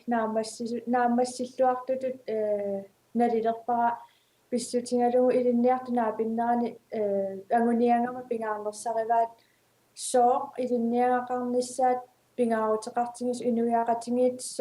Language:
Kalaallisut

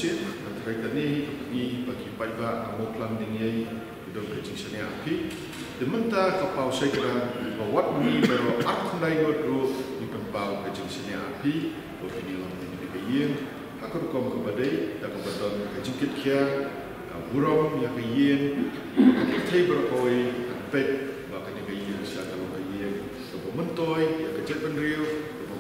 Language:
Khasi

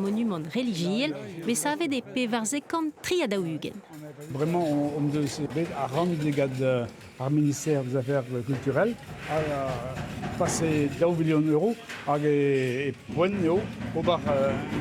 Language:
Breton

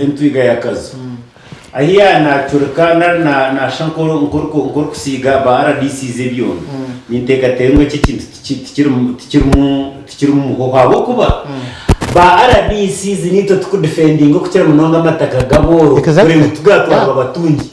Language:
Nyankole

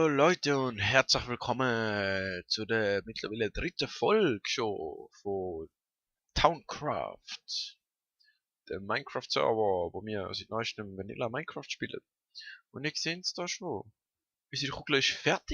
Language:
Swiss German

